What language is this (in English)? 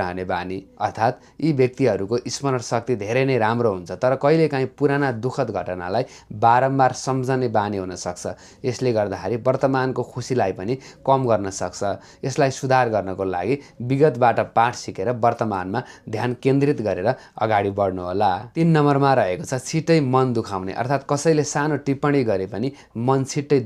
Nepali